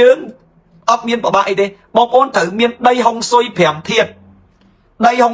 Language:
Khmer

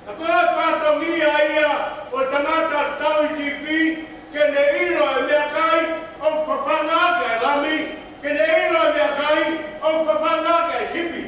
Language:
Tongan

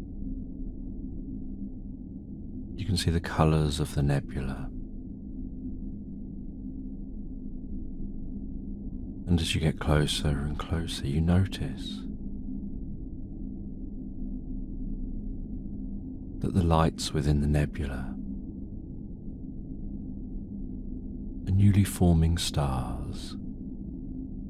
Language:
English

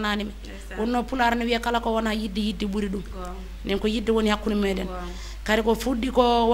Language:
Fula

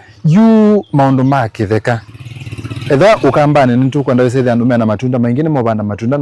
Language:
Kamba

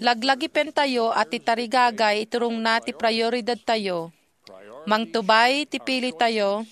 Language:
Iloko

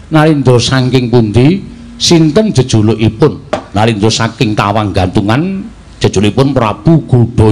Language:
Javanese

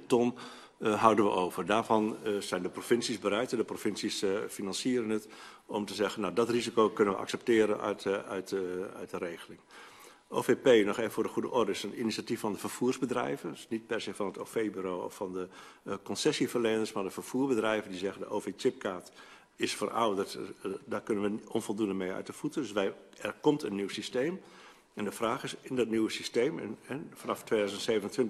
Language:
Dutch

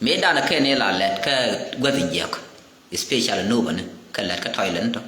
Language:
Nuer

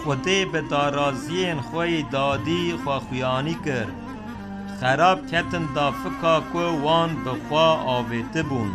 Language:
Kurdish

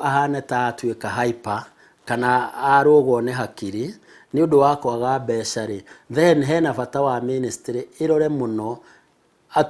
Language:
Kikuyu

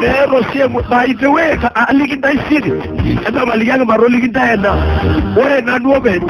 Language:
Masai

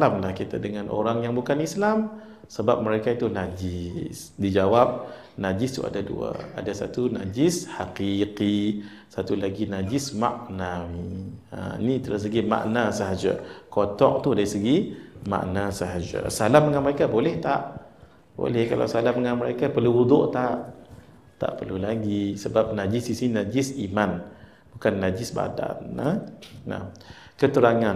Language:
Malay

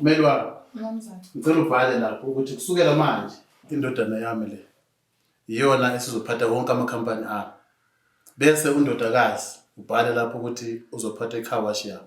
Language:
Zulu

